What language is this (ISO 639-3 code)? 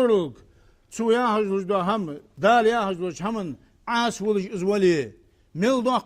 inh